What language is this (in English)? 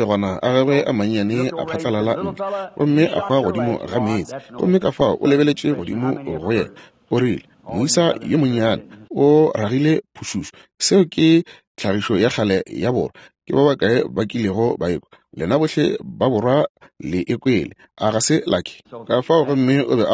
Northern Sotho